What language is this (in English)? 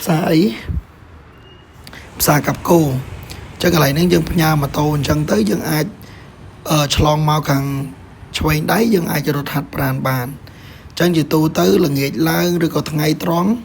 Khmer